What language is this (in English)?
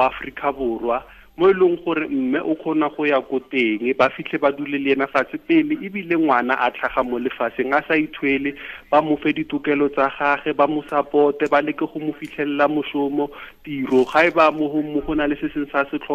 Tswana